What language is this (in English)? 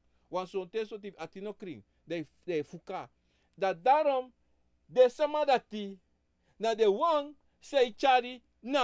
Sranan Tongo